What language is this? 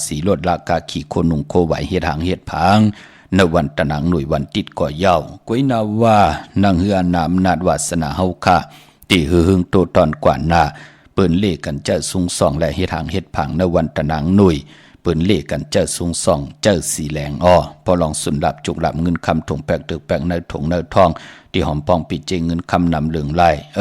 Shan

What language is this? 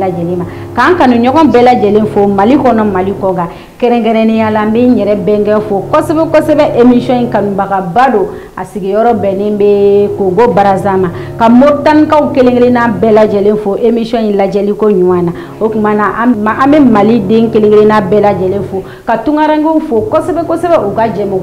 Bambara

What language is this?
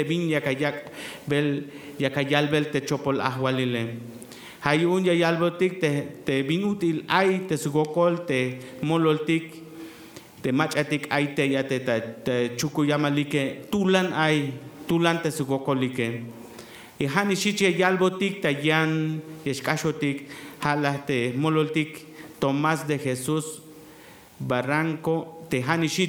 Tzeltal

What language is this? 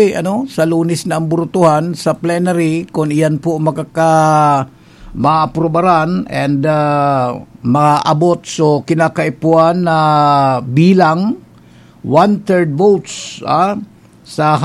Bikol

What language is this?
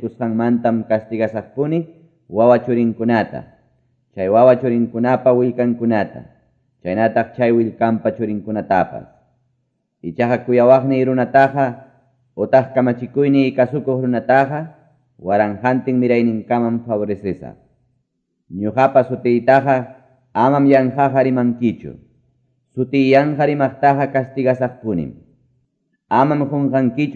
Quechua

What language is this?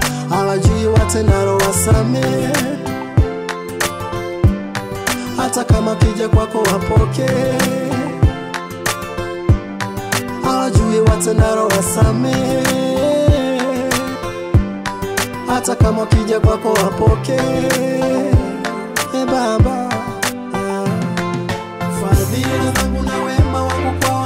Swahili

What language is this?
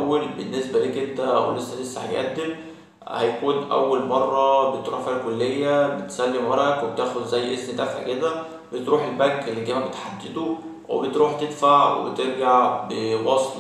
Egyptian Arabic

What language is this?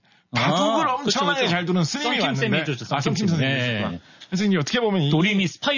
Korean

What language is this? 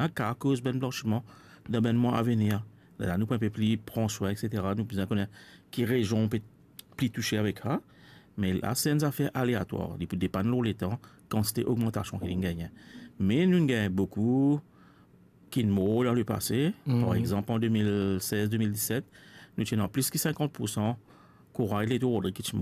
Morisyen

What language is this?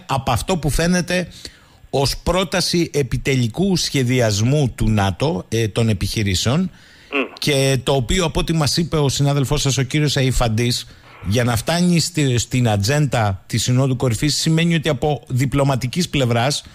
Greek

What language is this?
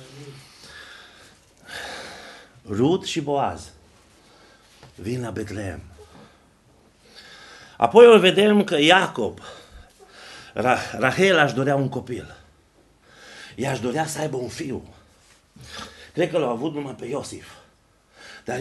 Romanian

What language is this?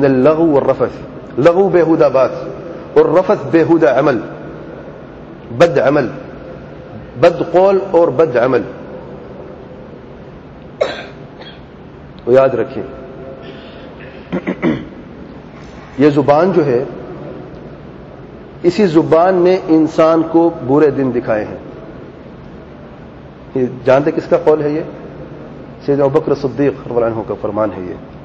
Urdu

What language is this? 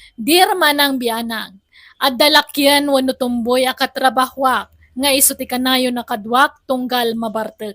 Iloko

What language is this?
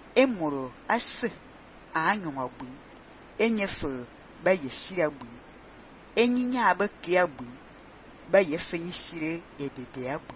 Fang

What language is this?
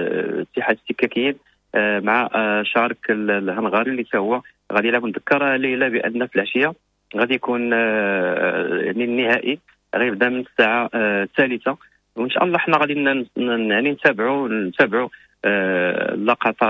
Moroccan Arabic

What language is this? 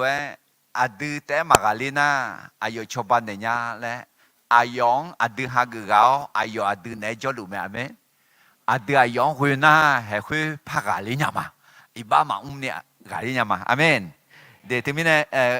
Akha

